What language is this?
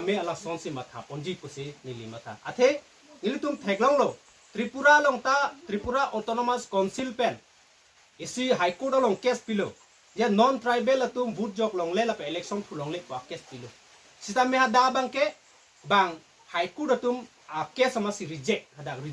Karbi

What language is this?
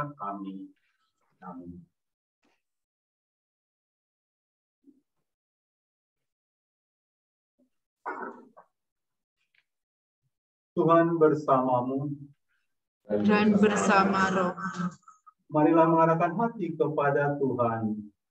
Indonesian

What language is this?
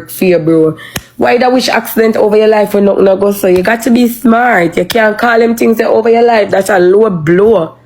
Jamaican Creole English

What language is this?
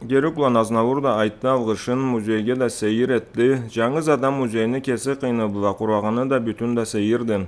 Karachay-Balkar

